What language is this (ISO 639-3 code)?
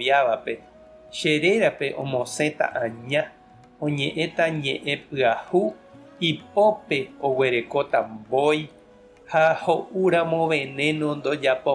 grn